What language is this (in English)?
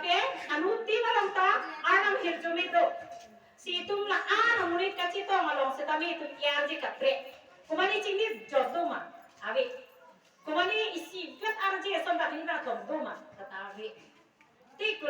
Karbi